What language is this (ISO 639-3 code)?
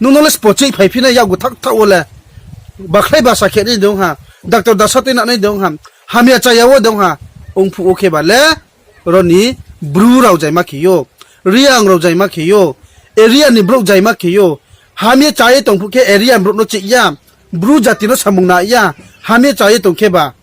ria